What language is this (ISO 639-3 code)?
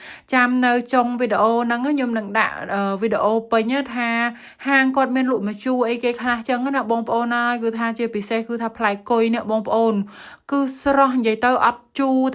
khm